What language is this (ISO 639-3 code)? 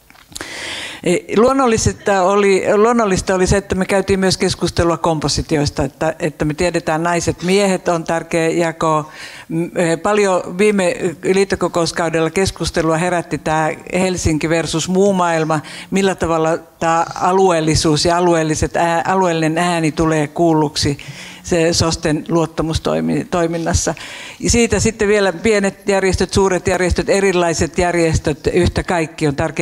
fin